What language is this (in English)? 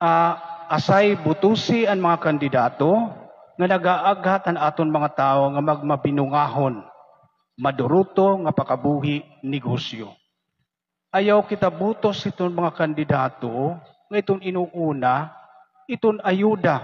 Waray